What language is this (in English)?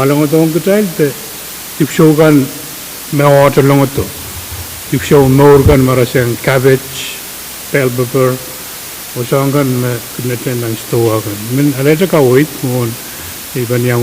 Pohnpeian